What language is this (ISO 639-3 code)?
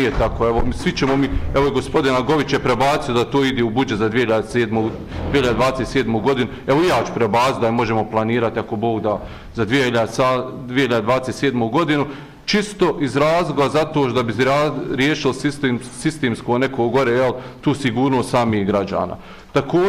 bos